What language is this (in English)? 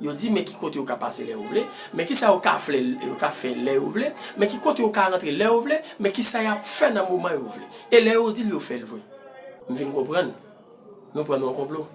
Haitian Creole